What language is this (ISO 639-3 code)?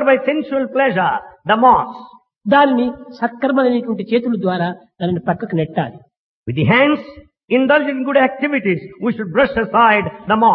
tel